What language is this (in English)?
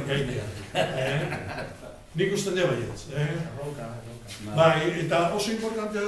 Basque